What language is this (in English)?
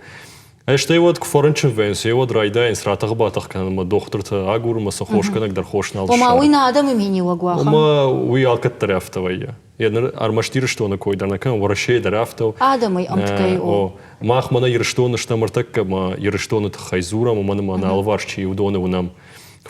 Ossetic